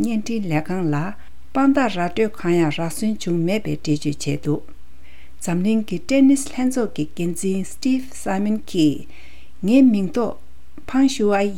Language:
Tibetan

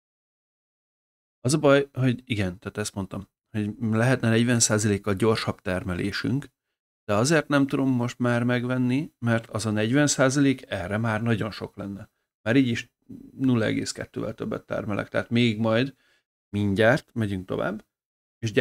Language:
Hungarian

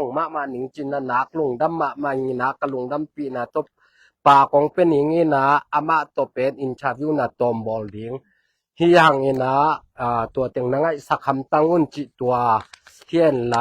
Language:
Tedim Chin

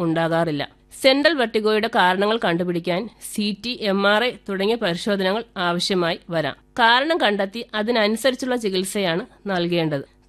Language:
Malayalam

